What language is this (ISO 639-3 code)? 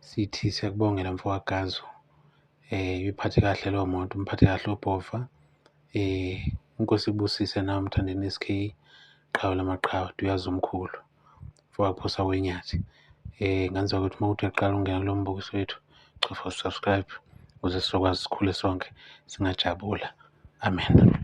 zul